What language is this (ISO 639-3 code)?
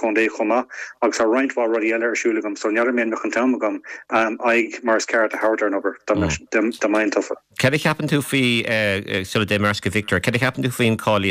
gle